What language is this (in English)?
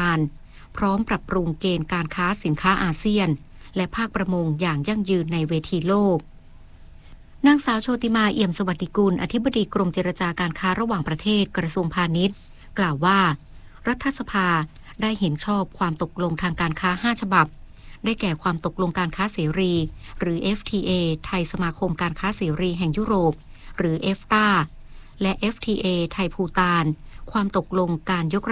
Thai